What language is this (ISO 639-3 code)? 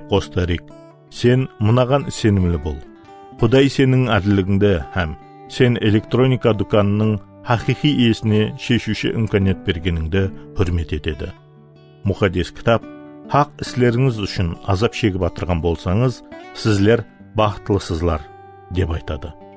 kaa